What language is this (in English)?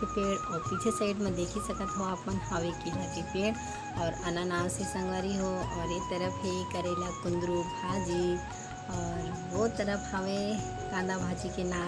Chhattisgarhi